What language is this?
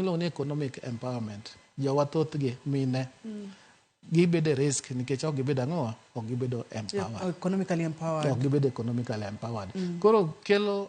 Luo (Kenya and Tanzania)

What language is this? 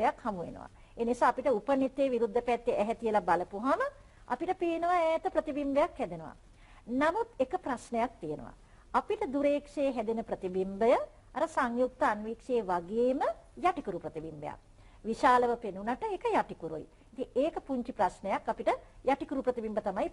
Sinhala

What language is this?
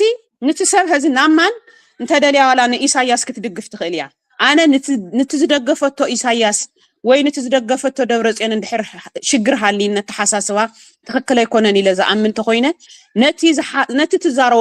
Tigrinya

